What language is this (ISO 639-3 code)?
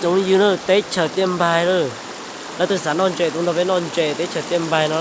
hmn